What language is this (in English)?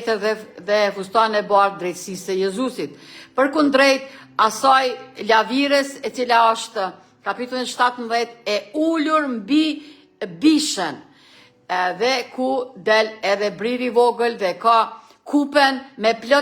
Albanian